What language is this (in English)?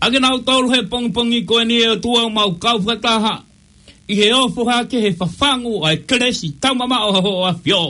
Tongan